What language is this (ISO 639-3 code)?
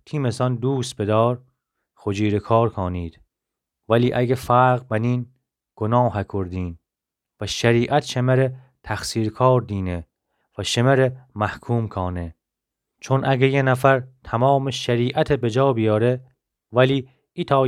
glk